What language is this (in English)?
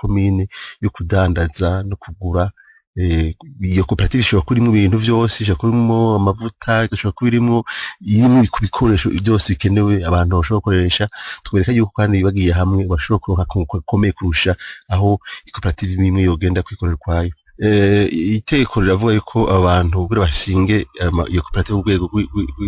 Rundi